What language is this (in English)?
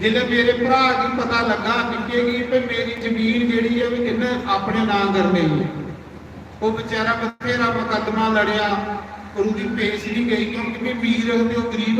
Dogri